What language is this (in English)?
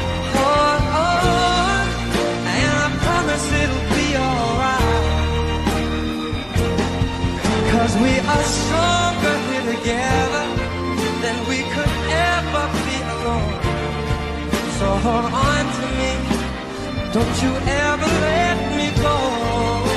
English